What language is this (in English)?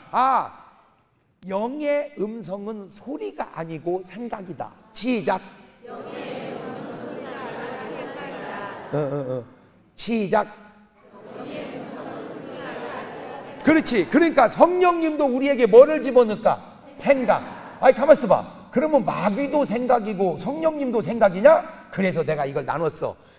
Korean